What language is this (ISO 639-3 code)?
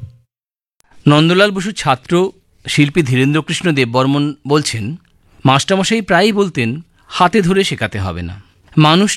ben